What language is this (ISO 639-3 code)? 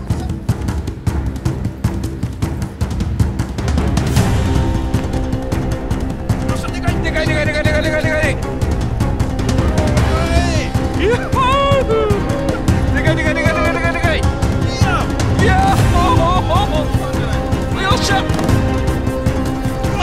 jpn